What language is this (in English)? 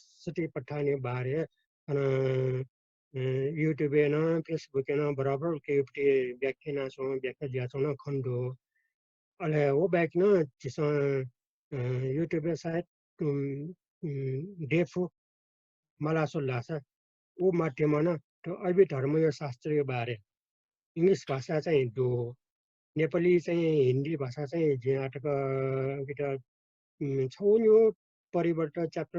Newari